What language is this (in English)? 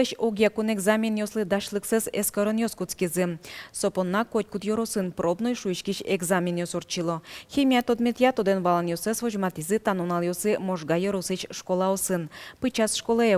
Udmurt